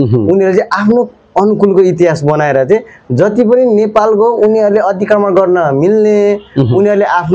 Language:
Nepali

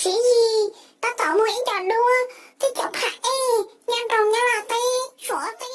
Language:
Hmong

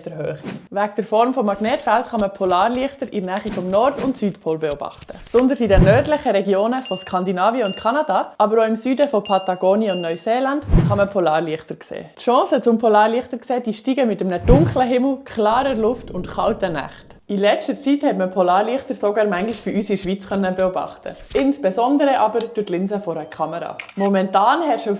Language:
Swiss German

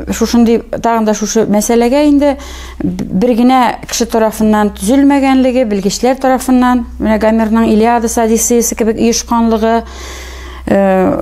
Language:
Tatar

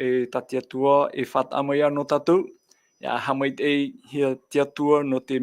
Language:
Tahitian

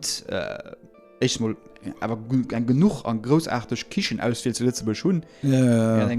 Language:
Luxembourgish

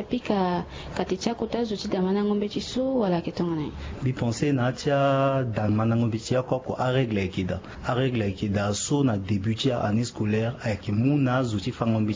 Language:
Sango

